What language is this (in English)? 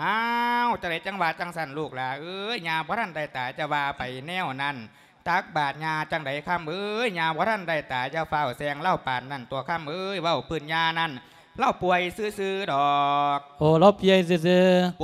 Lao